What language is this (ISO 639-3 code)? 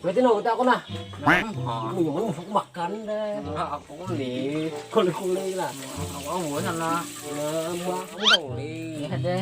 bjn